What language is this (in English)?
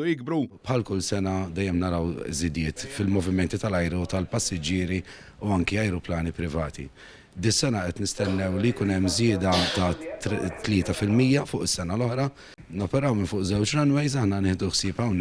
Maltese